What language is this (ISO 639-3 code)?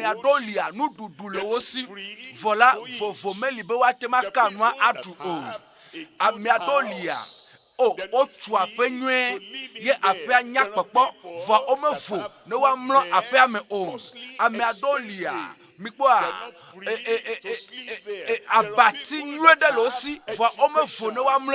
ewe